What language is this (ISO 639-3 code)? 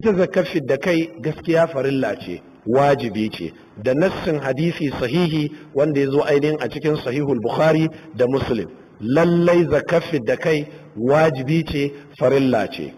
hau